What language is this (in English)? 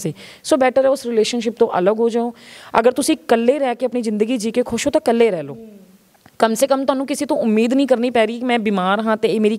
Punjabi